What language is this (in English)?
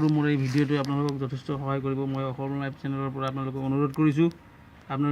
Assamese